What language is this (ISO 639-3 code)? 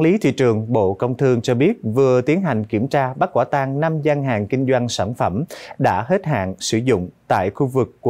vie